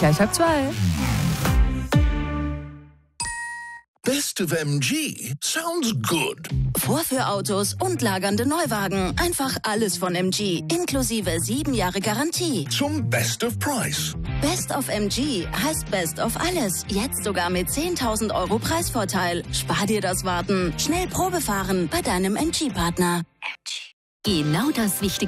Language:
German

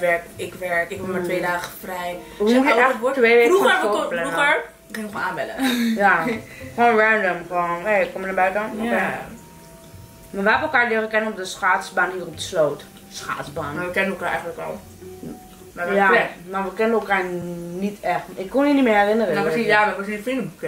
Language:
Dutch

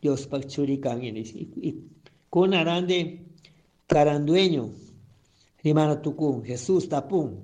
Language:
Chimborazo Highland Quichua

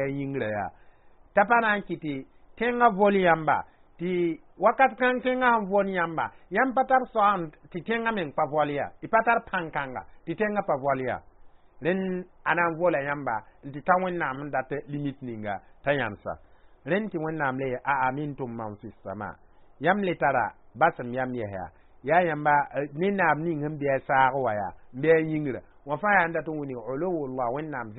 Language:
Mossi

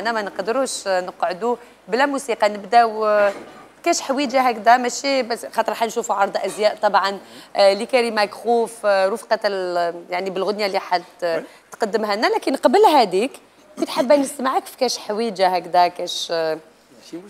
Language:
Algerian Arabic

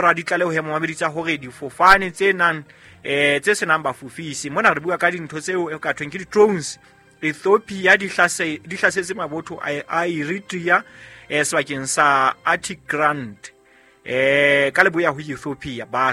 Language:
Southern Sotho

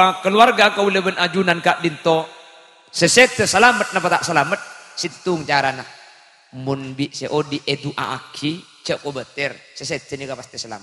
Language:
Madurese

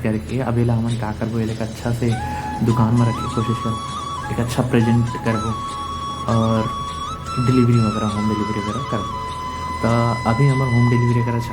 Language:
Chhattisgarhi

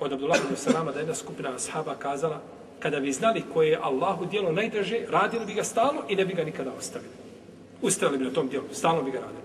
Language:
Bosnian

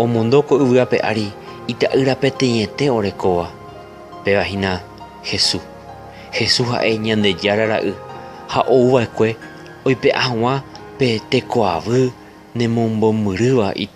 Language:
Guarani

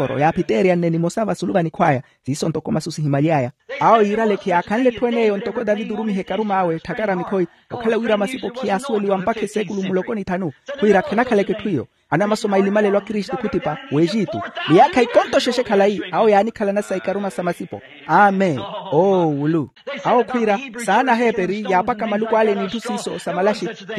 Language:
Makhuwa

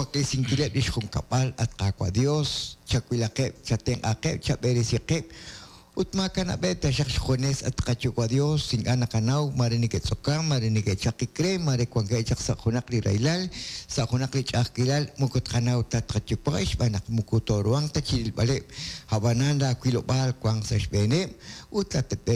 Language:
Kekchí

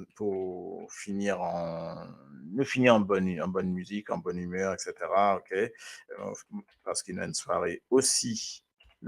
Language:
Morisyen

